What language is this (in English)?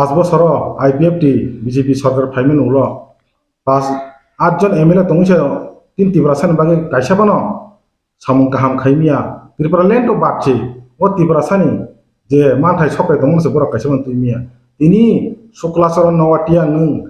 Kok Borok